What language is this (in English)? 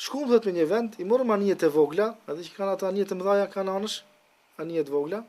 Albanian